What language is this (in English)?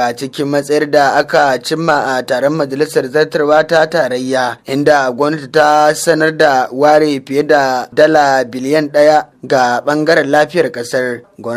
Hausa